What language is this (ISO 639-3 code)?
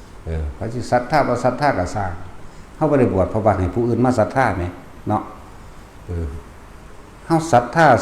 tts